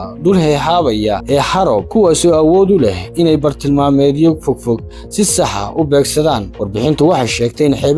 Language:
Somali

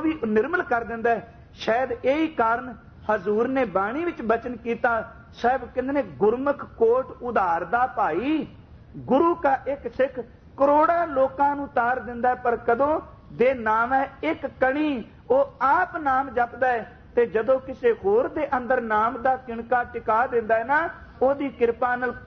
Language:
Punjabi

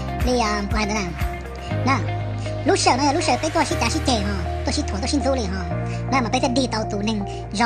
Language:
Hmong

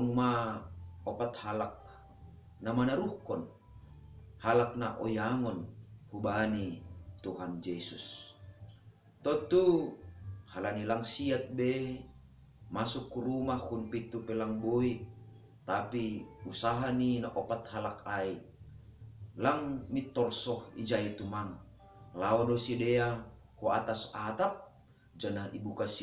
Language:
Batak Simalungun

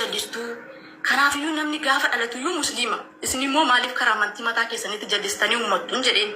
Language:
Oromo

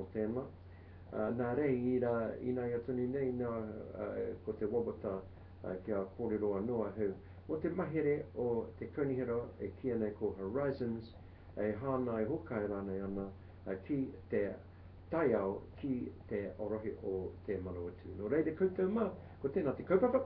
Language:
Māori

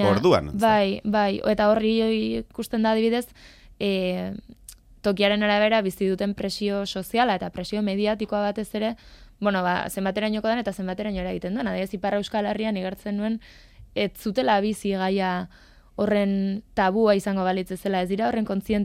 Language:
Basque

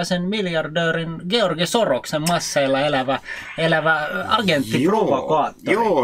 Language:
Finnish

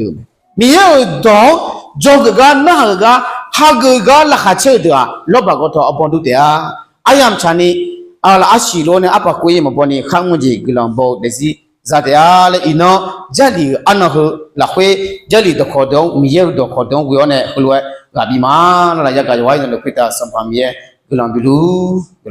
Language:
Akha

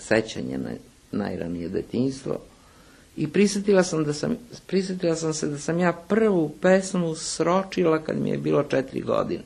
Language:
Serbian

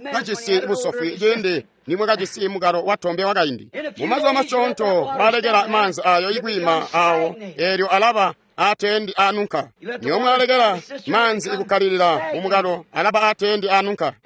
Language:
Tonga (Zambia)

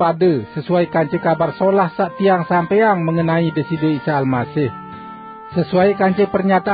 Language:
Sasak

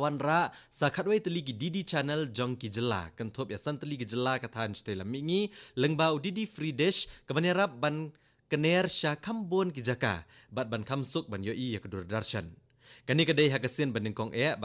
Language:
Khasi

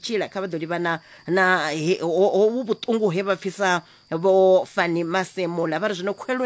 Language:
Venda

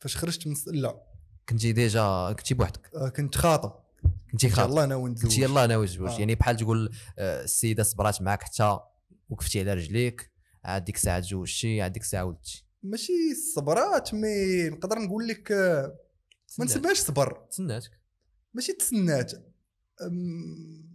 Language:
Moroccan Arabic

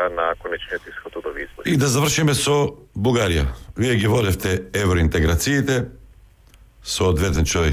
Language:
Macedonian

